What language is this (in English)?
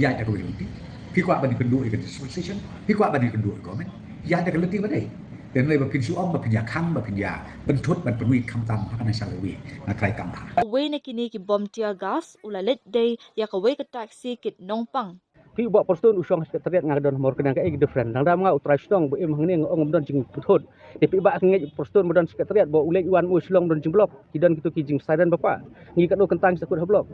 Khasi